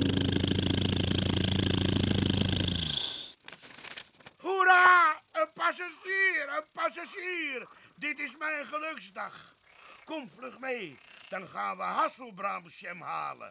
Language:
Dutch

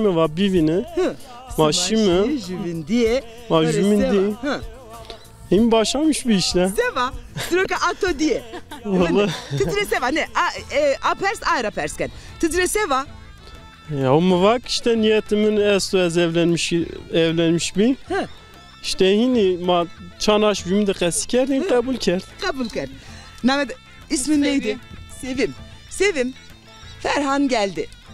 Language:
Zaza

